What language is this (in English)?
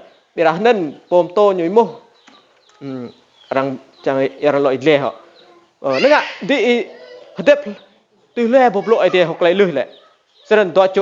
Rade